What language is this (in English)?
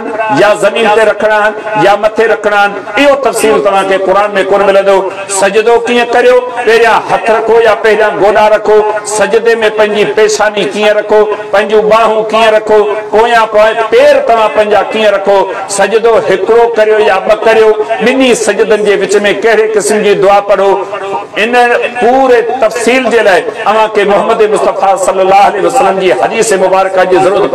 Sindhi